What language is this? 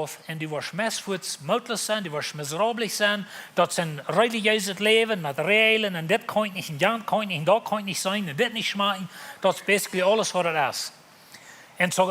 Plautdietsch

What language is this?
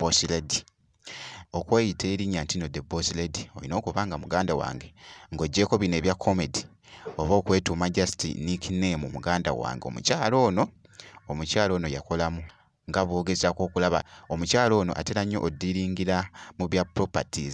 Ganda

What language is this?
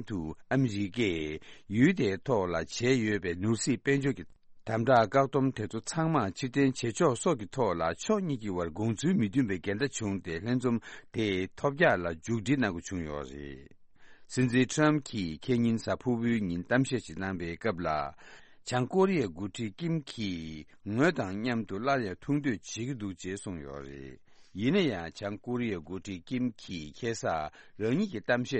Tibetan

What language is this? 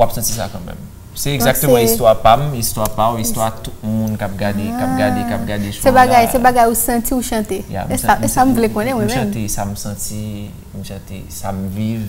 Haitian Creole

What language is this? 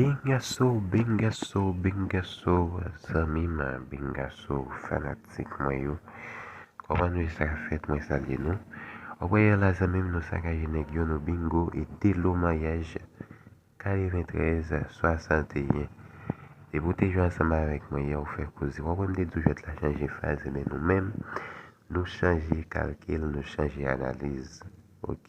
Haitian Creole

